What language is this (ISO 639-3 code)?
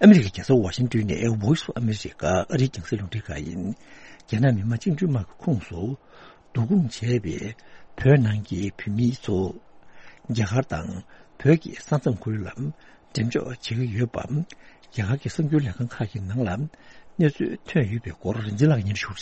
bod